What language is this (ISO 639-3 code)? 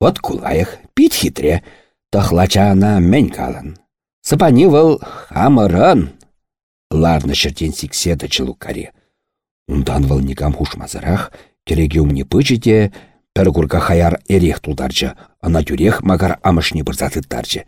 chv